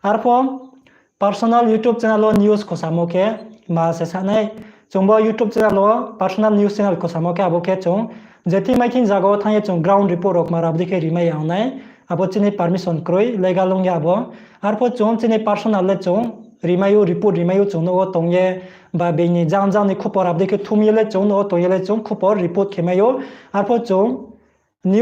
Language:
Riang (India)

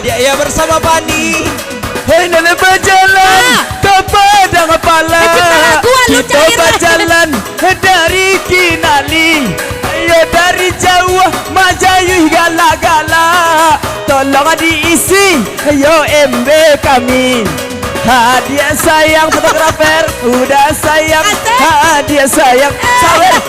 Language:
Minangkabau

